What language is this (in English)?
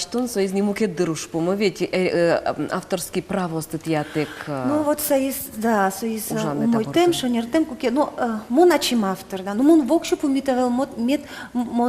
Udmurt